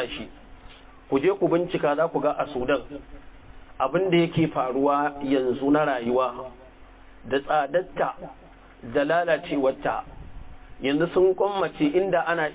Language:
Hausa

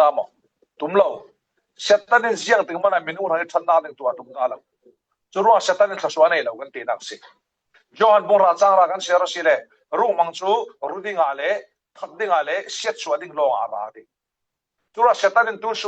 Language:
Falam Chin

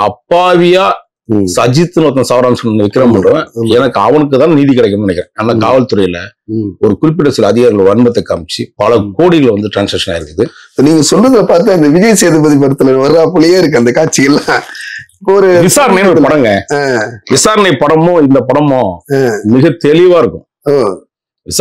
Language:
Tamil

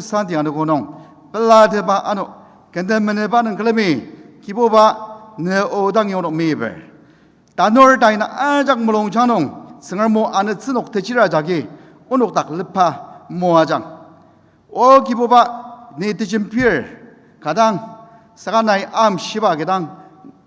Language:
Ao Naga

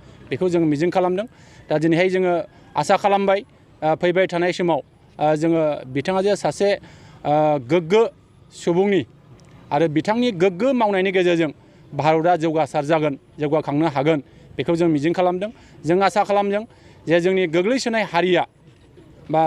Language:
Bodo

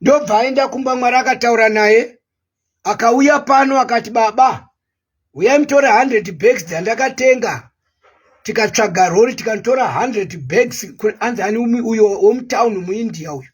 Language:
Shona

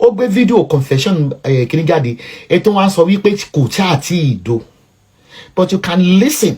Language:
Yoruba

